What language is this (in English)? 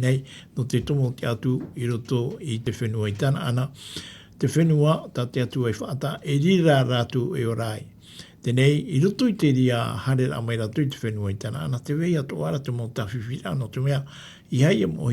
Tahitian